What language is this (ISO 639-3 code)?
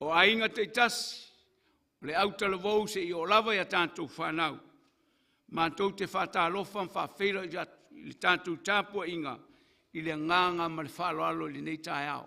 smo